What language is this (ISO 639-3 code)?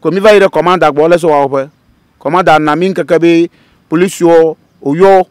ewe